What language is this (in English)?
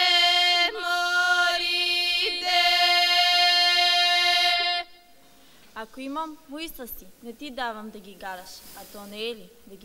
Bulgarian